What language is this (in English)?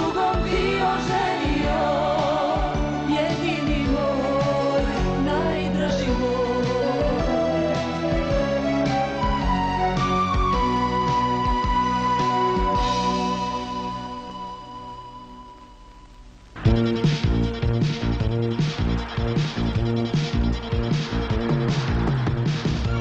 Serbian